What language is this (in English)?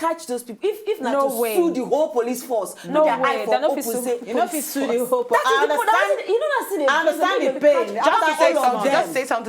Nigerian Pidgin